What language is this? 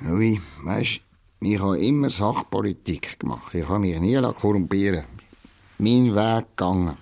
Swiss German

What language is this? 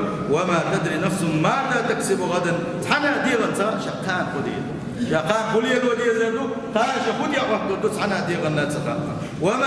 Chechen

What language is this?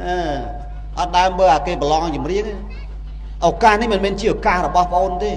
Khmer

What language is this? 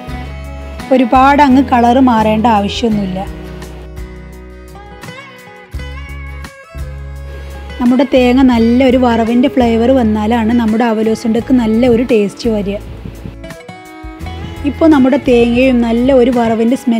Malayalam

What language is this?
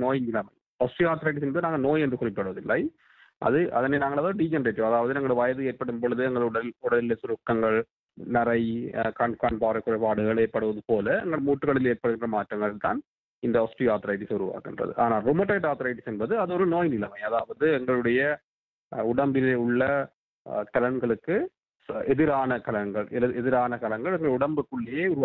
Tamil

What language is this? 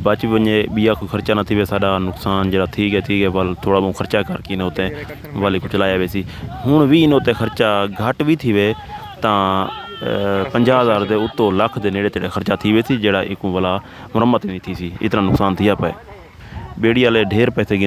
Saraiki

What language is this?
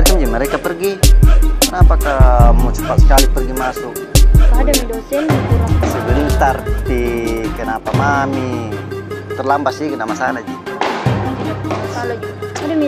Makassar Malay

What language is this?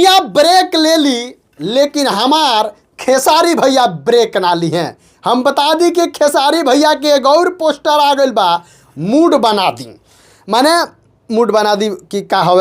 Bhojpuri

